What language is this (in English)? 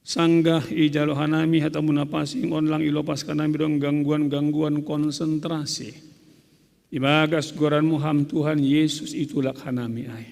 Batak Simalungun